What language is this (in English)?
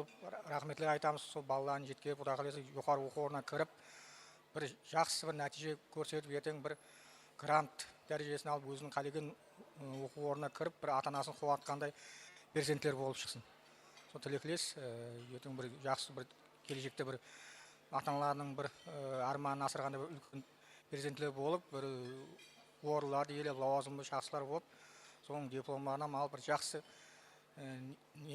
Kara-Kalpak